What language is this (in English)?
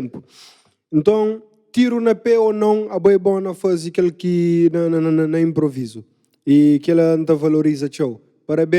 Kabuverdianu